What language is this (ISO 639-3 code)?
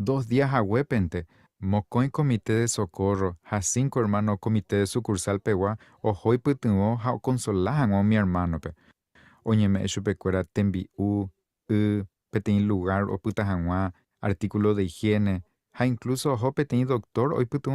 grn